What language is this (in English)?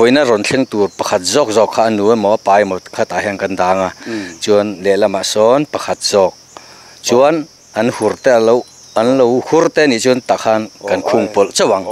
Mizo